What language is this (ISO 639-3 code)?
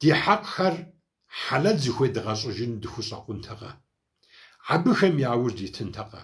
kbd